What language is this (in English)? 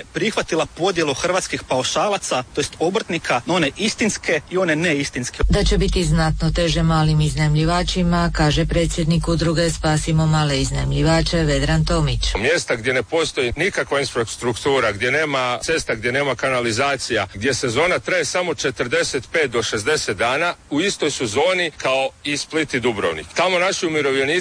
Croatian